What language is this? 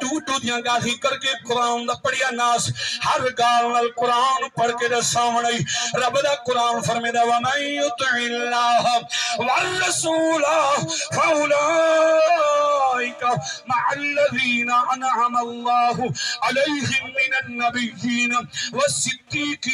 Saraiki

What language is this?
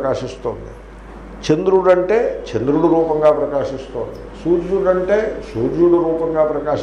Telugu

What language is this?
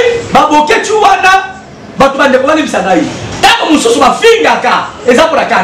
Lingala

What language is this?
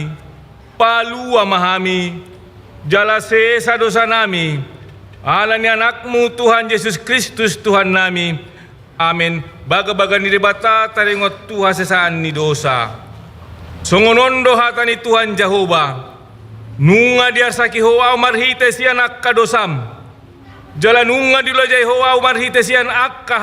Batak Toba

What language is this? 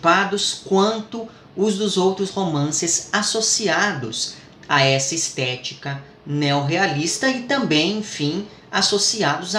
Portuguese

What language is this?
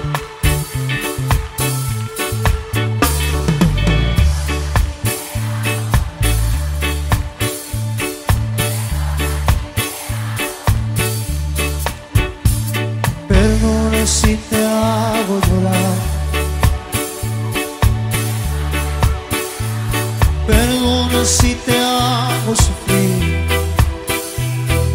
Spanish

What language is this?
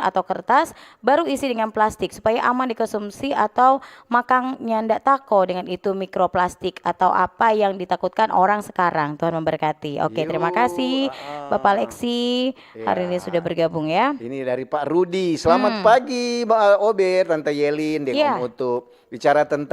Manado Malay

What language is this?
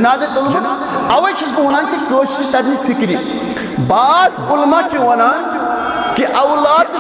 Kashmiri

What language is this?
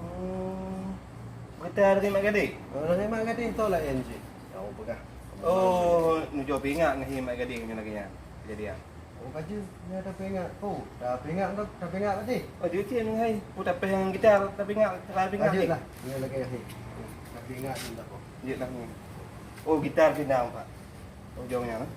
Achinese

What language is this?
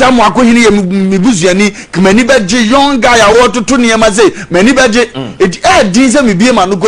Akan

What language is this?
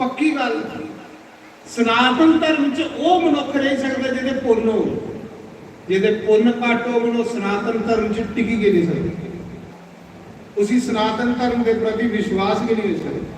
Dogri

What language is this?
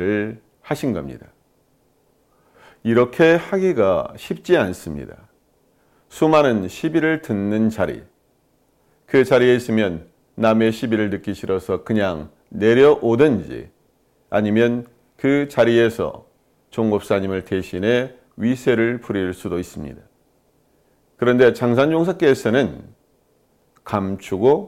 Korean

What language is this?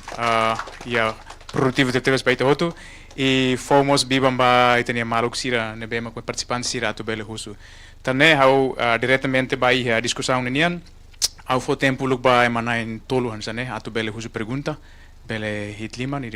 Tetum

